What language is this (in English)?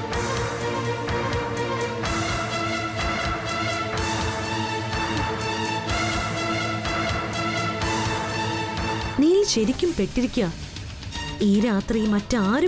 Malayalam